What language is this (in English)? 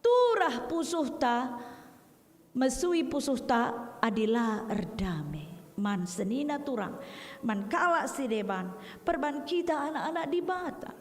Batak Karo